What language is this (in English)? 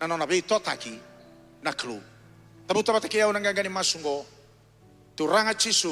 Fijian